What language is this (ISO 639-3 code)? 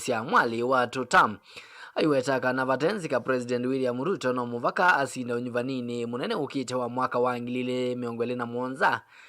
kam